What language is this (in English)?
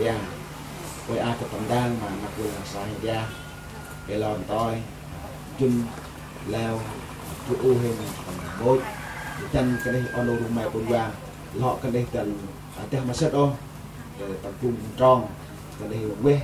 Central Mnong